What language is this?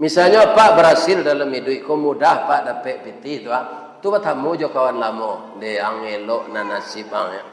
Minangkabau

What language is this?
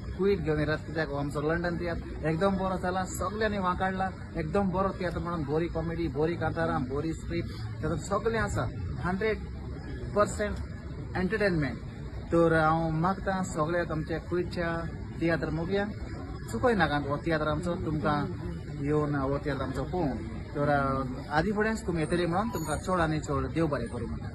Konkani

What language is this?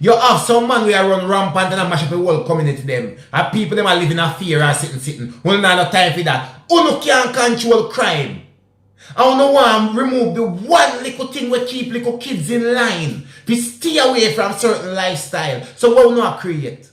Jamaican Creole English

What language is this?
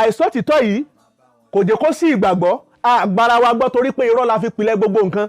Yoruba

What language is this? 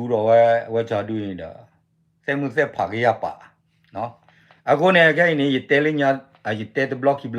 S'gaw Karen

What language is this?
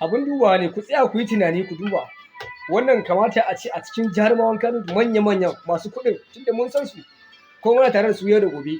Hausa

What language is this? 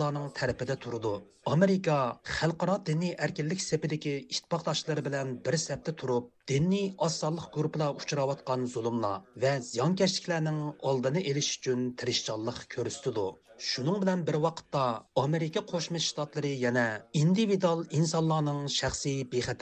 Uyghur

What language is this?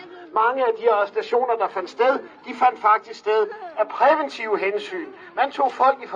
Danish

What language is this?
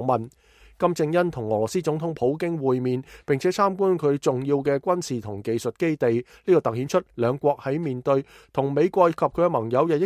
Cantonese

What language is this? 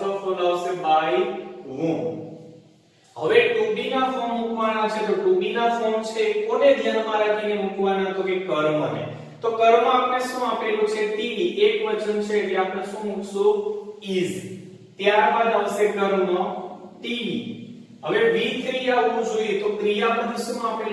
Gujarati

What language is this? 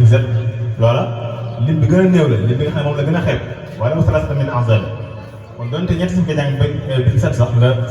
Wolof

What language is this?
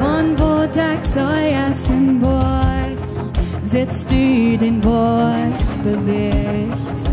Plautdietsch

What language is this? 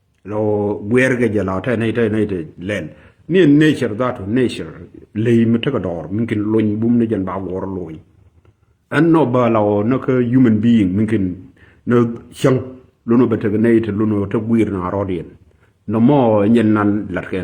Nuer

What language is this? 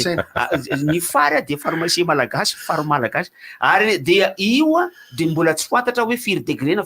Malagasy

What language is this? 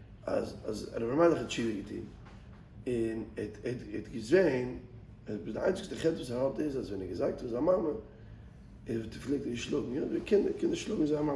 Yiddish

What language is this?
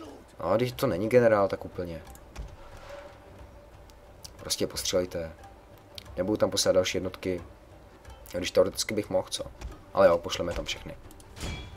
Czech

